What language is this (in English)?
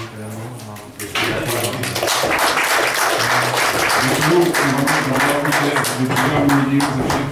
Czech